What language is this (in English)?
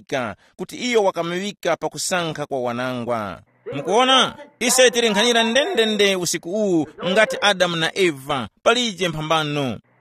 Tumbuka